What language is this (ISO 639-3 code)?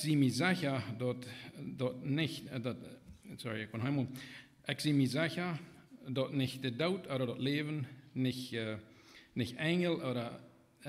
pdt